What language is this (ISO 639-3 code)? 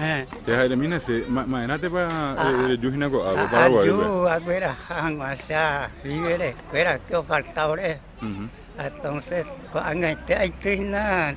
grn